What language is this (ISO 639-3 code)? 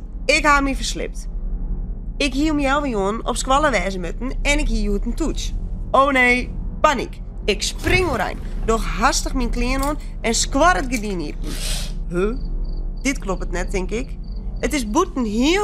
fry